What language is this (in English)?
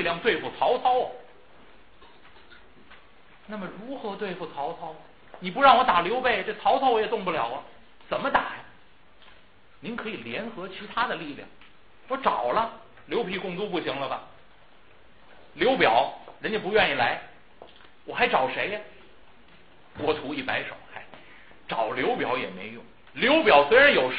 Chinese